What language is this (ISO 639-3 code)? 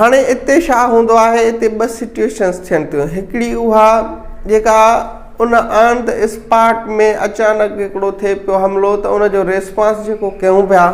snd